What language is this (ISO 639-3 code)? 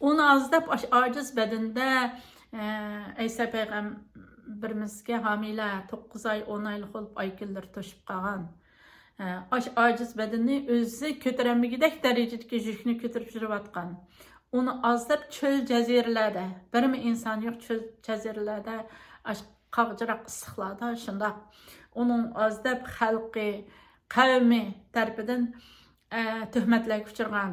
uig